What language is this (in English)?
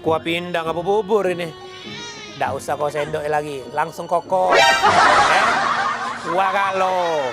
Musi